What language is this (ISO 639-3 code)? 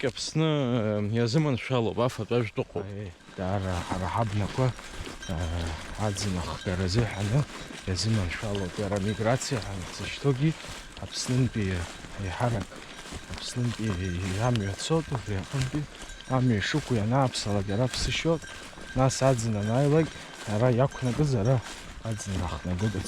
abk